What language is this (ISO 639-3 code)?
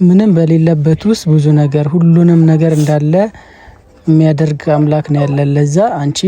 amh